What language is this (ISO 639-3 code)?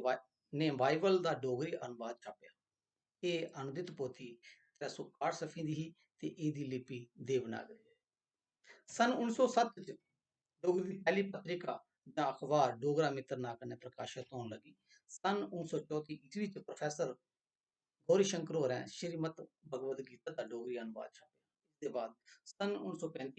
doi